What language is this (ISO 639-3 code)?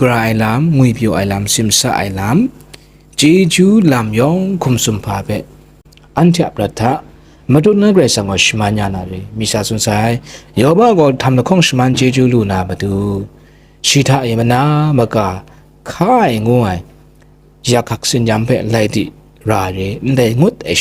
kac